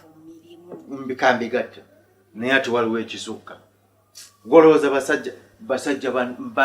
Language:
Ganda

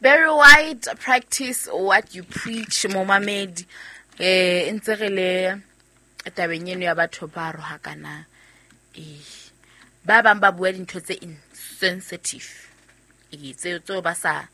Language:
Southern Sotho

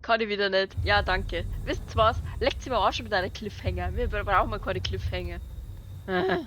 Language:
Bavarian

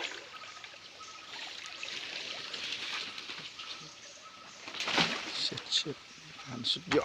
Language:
Lao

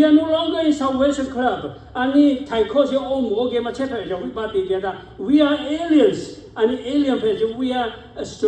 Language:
Lahu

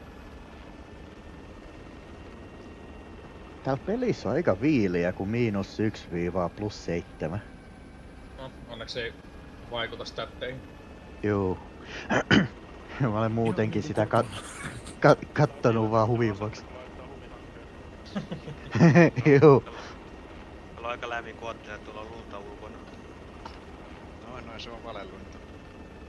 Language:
Finnish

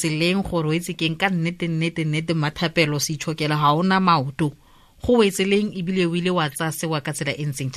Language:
Tswana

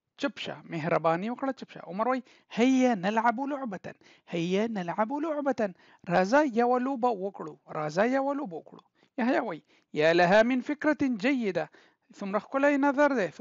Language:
Pashto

